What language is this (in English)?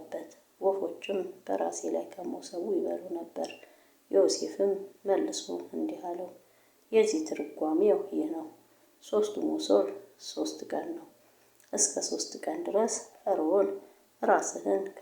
Amharic